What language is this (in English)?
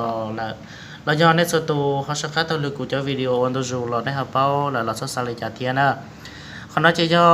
Hmong